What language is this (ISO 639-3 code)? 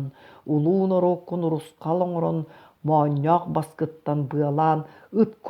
sah